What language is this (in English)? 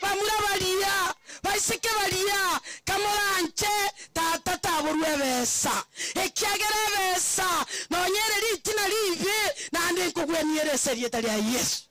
Gusii